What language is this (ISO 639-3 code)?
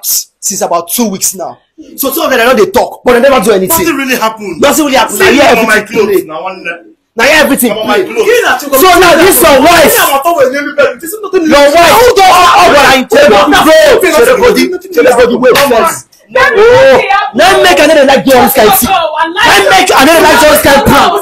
pcm